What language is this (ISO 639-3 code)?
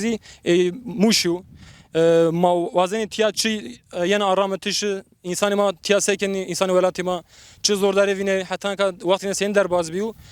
zza